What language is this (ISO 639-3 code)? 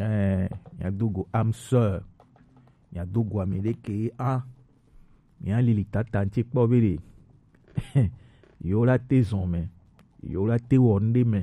gej